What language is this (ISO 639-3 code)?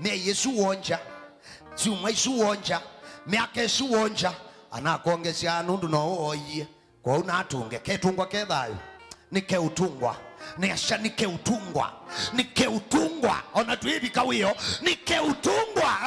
kam